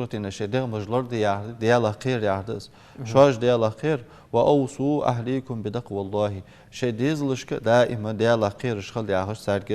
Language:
Ingush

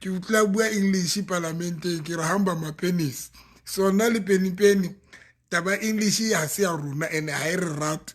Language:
Southern Sotho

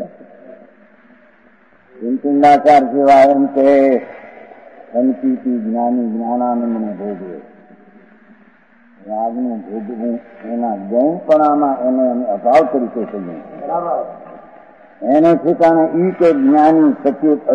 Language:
Gujarati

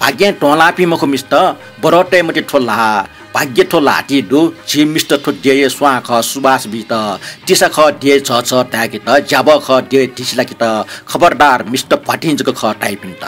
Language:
Newari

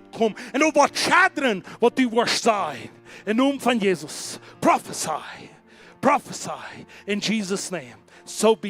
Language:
Plautdietsch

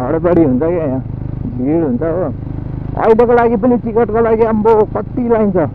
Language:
Nepali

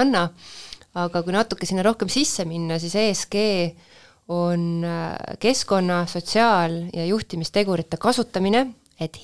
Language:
Estonian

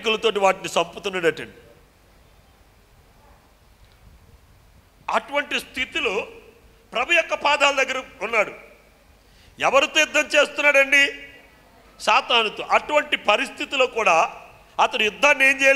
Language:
Telugu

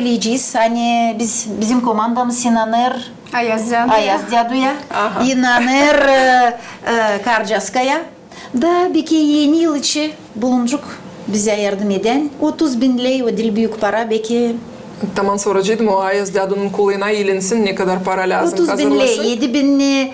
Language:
Gagauz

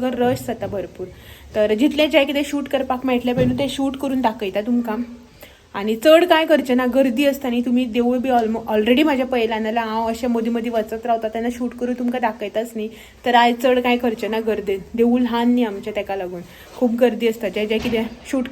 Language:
Konkani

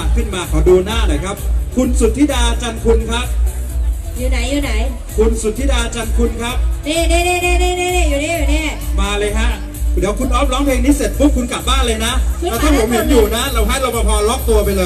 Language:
Thai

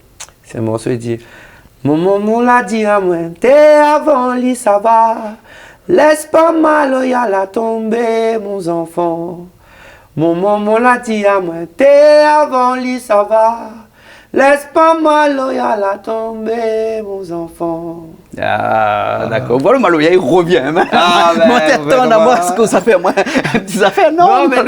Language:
Réunion Creole French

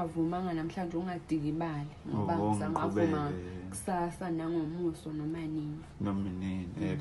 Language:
Zulu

